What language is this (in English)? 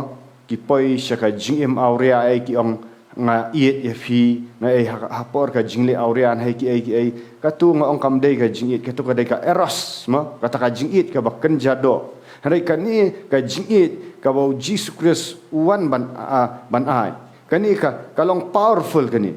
Khasi